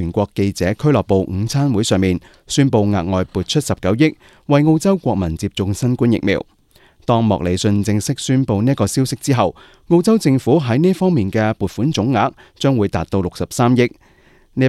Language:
Cantonese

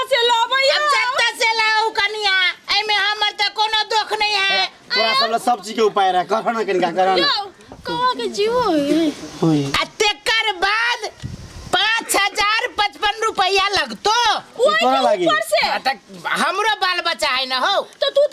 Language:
Maithili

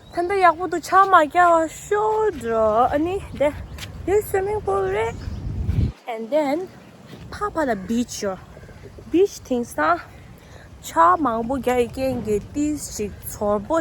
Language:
Tibetan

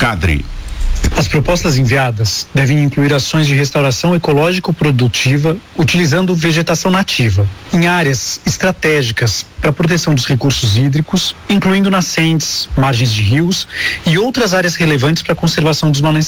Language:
Portuguese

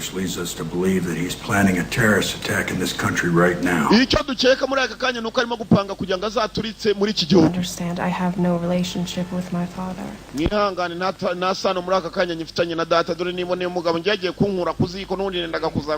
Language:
Kinyarwanda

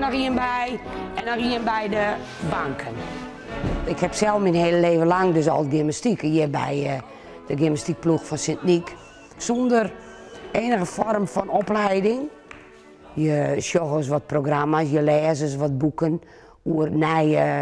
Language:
Western Frisian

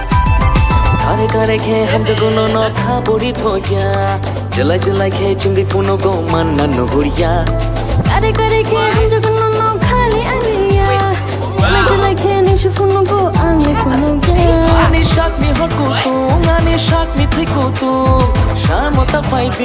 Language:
Kok Borok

